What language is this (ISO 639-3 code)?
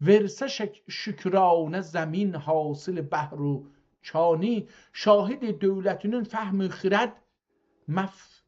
azb